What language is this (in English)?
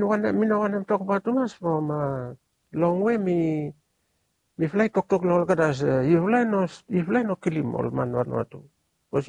Bislama